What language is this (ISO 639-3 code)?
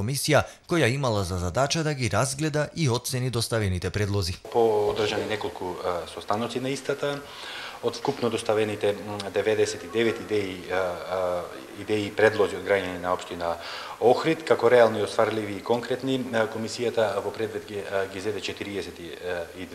mkd